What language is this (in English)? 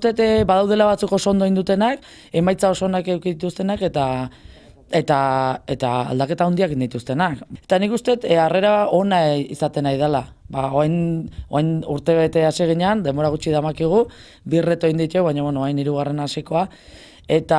Basque